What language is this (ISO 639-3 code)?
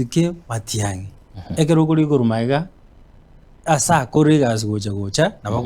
guz